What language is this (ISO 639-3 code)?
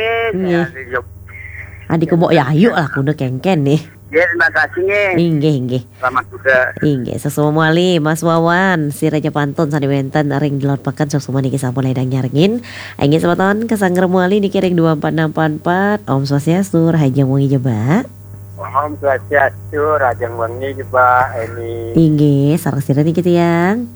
ban